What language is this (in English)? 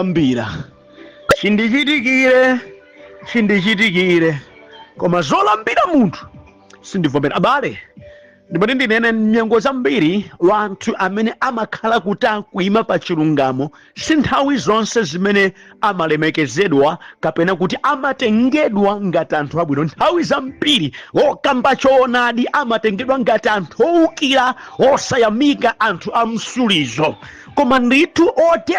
Nyanja